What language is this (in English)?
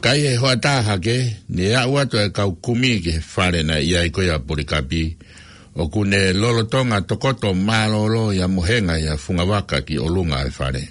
Tongan